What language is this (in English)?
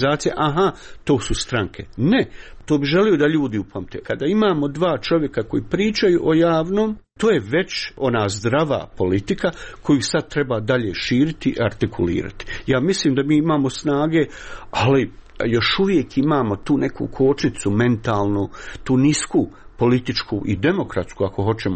Croatian